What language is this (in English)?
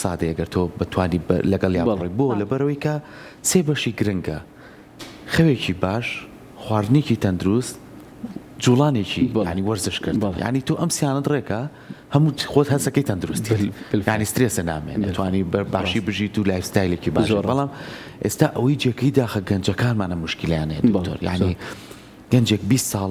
Central Kurdish